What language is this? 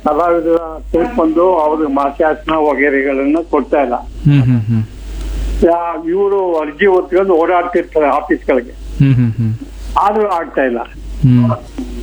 Kannada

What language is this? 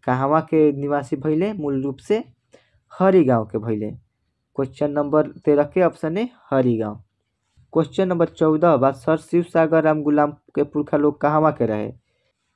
Bhojpuri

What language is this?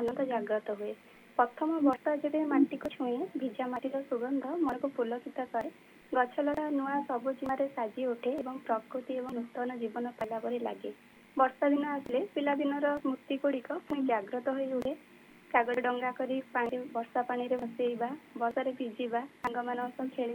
Odia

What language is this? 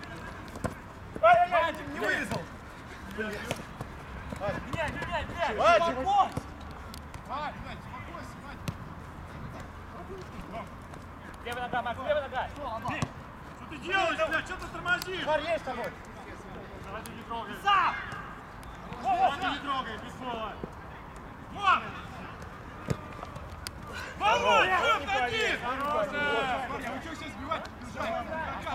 Russian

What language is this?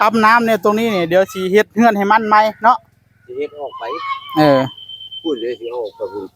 Northeastern Thai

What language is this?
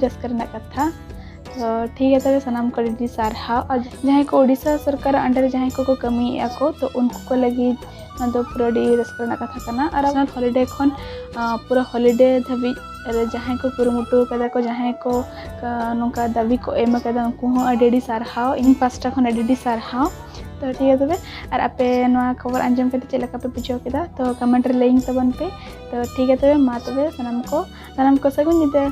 Santali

